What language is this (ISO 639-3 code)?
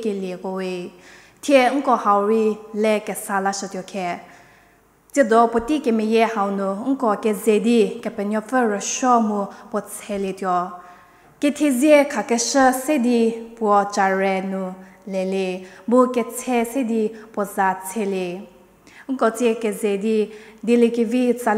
njm